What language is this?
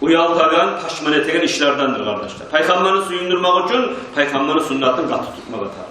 Kumyk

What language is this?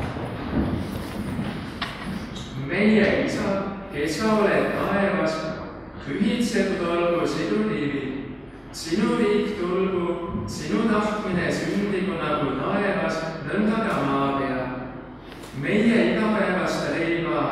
Estonian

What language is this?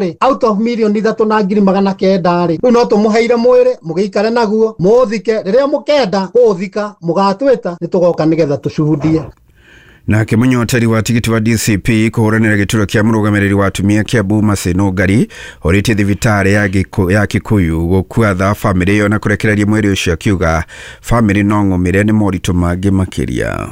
Kikuyu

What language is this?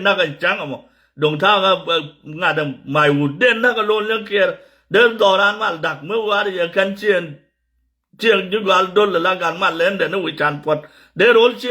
Nuer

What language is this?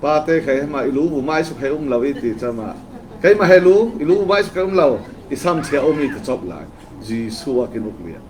Falam Chin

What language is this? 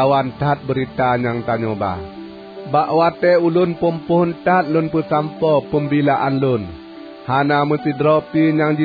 Achinese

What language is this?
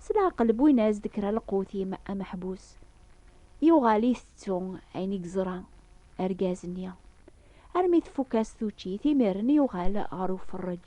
Kabyle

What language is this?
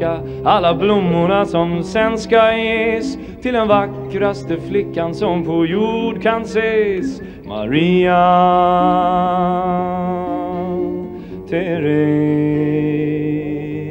Swedish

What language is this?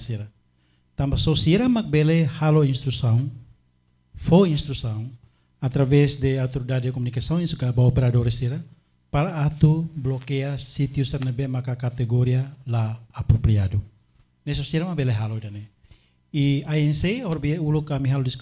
Tetum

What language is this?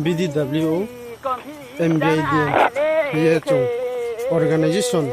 Riang (India)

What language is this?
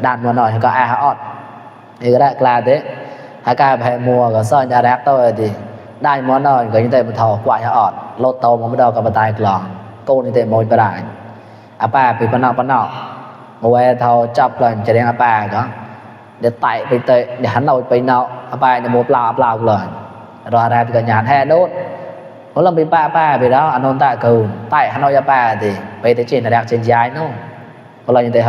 Mon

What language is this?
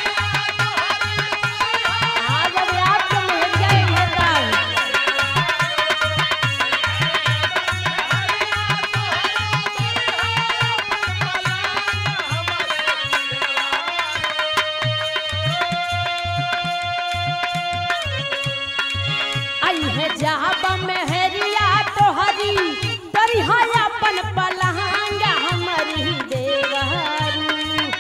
Bhojpuri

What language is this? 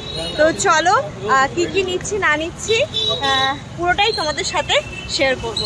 Bangla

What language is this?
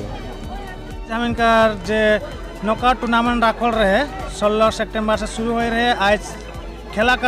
Sadri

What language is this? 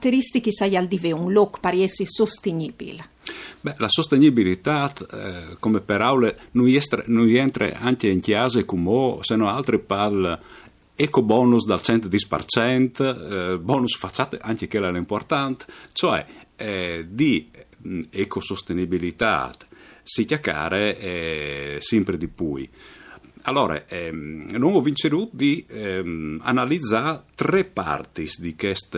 Friulian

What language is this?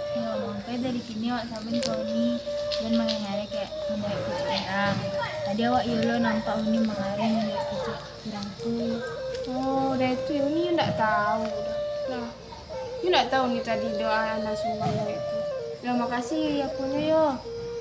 Minangkabau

